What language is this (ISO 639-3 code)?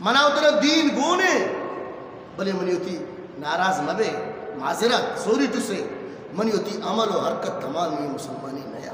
bgp